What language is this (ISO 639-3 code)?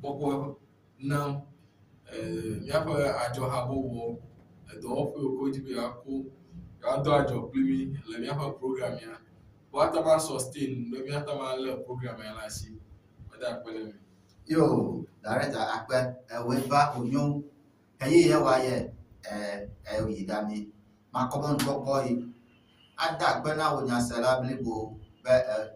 ewe